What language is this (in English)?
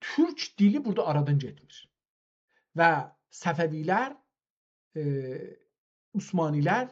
South Azerbaijani